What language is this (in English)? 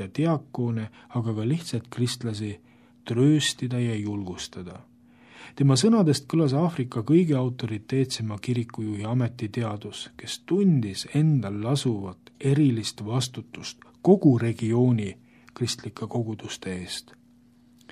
Estonian